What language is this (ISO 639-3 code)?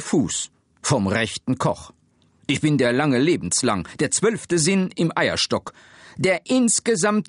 ltz